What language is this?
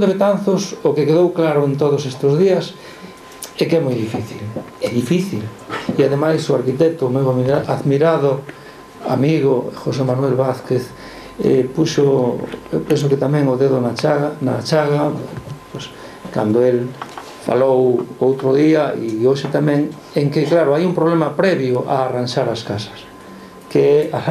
Galician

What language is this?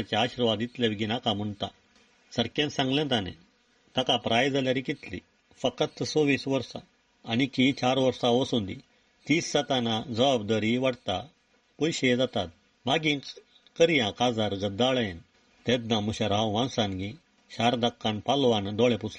Konkani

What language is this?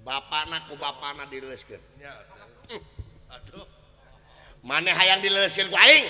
Sundanese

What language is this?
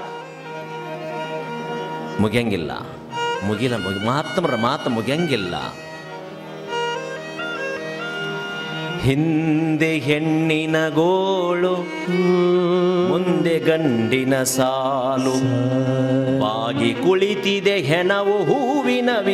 Kannada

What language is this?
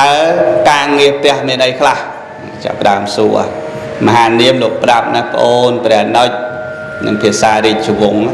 Khmer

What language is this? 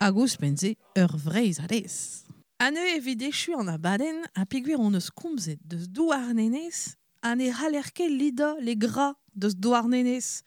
Breton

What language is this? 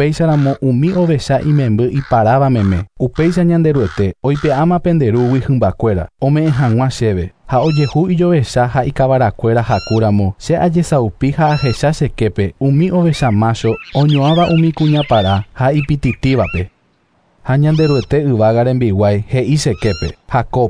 Guarani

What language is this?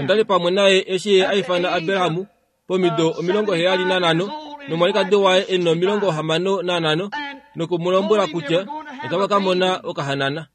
Kuanyama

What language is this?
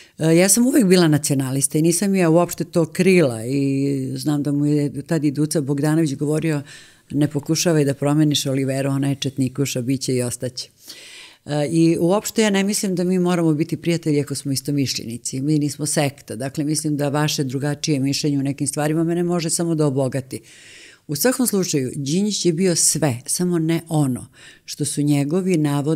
Serbian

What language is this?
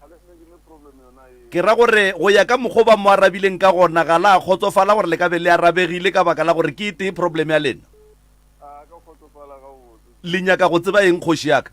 Northern Sotho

